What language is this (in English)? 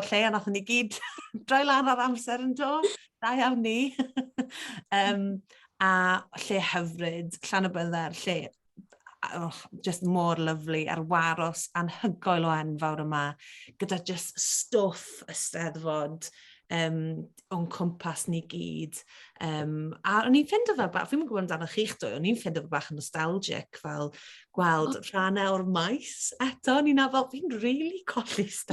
Welsh